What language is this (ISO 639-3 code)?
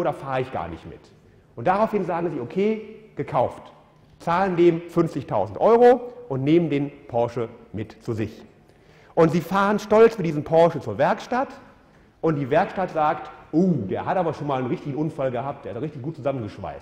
deu